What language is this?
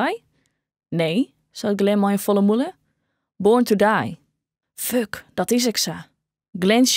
Western Frisian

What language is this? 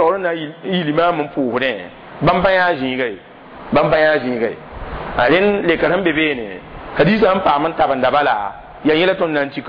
Mossi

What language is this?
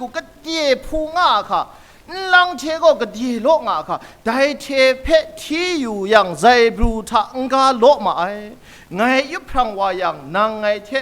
Kachin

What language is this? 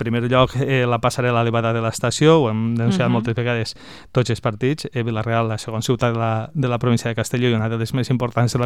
Catalan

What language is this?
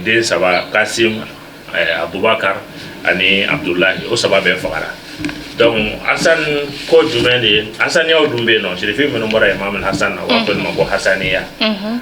Bambara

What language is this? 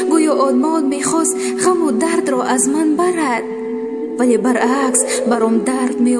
Tajik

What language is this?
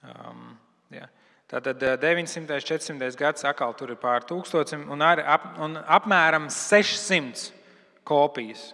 Latvian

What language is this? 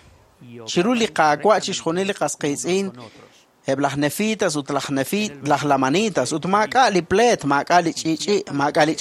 Kekchí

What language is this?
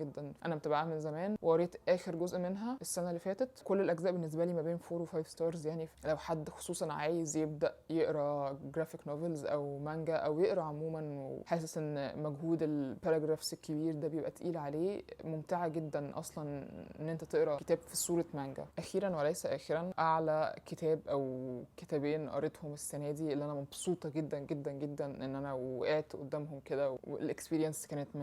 Egyptian Arabic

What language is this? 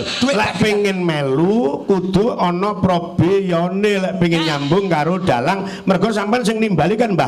Javanese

